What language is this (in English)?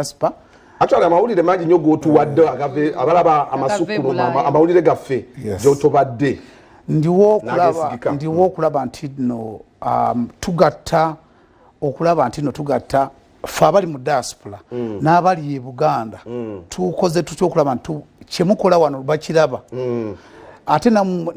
Ganda